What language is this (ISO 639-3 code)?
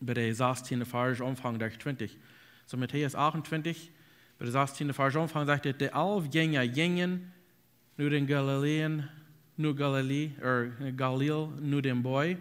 pdt